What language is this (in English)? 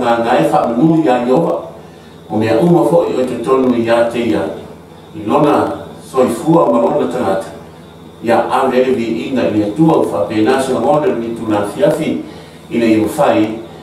Samoan